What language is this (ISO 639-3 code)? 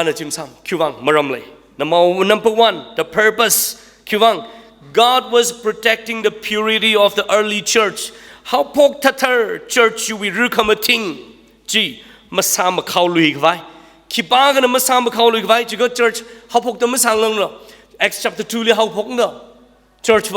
nmf